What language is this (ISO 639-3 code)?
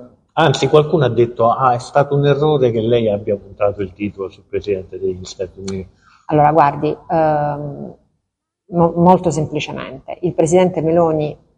ita